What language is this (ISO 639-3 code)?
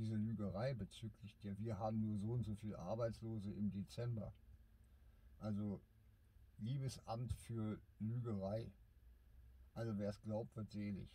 deu